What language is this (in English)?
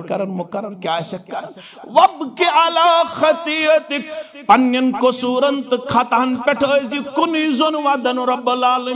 Kashmiri